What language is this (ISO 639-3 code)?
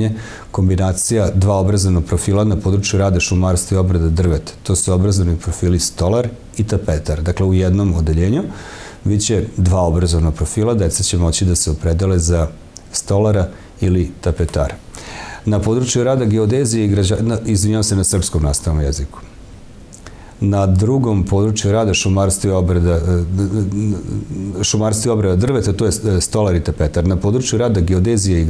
srp